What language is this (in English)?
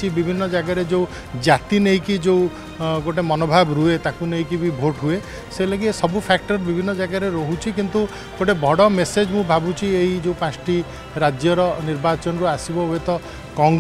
Odia